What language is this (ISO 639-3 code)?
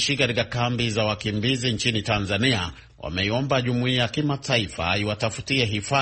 swa